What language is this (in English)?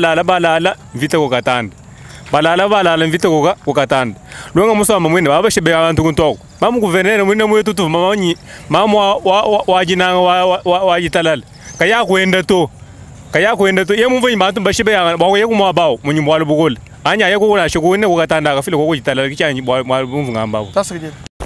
Luba-Lulua